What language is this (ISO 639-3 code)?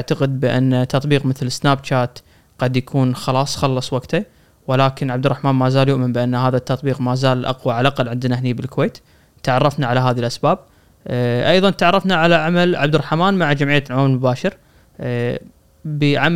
afb